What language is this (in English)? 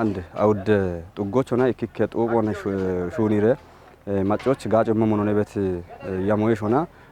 Kafa